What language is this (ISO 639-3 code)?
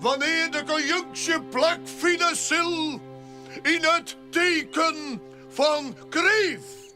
fry